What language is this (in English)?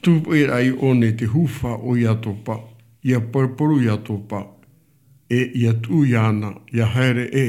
Tahitian